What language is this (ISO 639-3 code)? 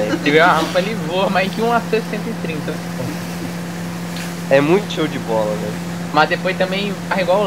por